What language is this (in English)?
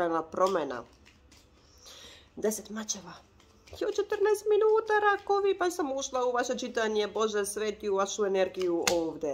Croatian